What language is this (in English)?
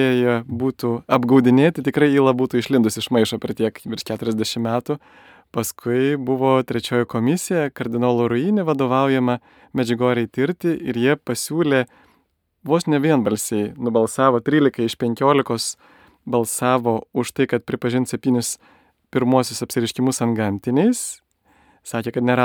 Lithuanian